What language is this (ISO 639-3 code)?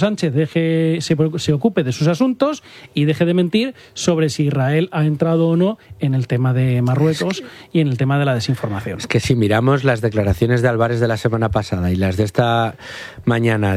spa